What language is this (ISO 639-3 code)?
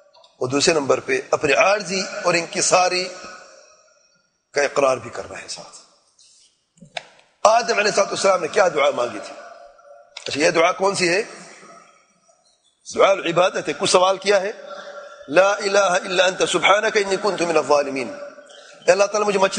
urd